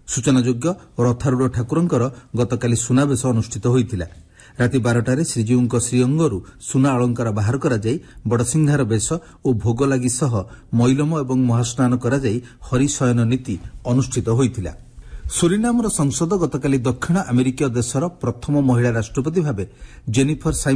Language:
Odia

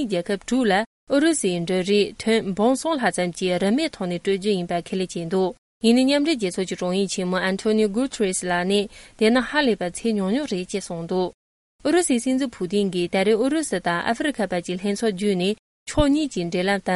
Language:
Tibetan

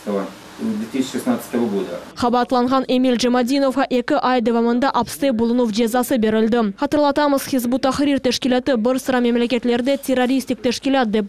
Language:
Crimean Tatar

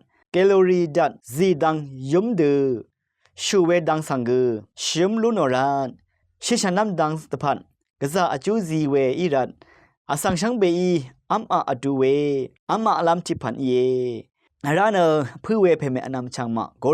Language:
Rawang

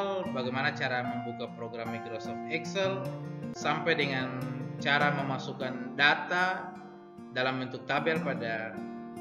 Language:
Indonesian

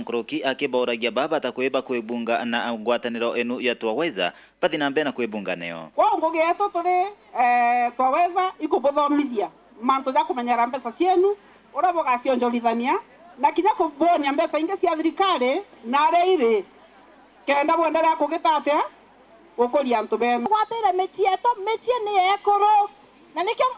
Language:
Meru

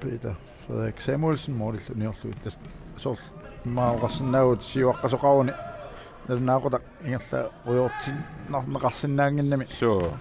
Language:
Kalaallisut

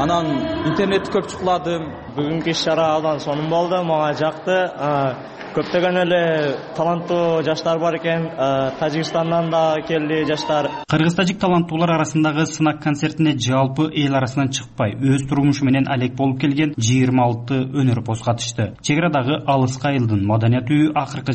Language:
Kyrgyz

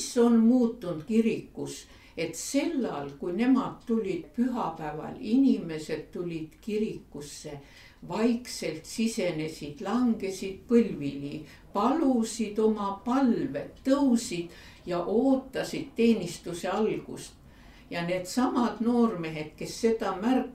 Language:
Estonian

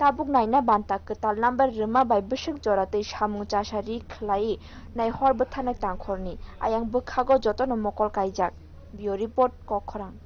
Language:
Kok Borok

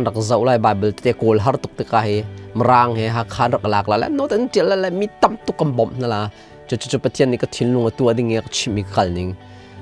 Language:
Hakha Chin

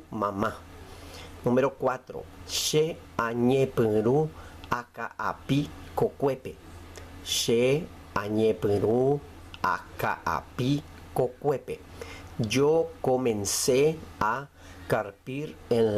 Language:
Guarani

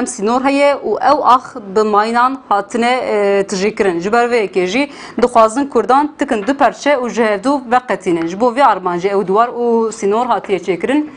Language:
Kurdish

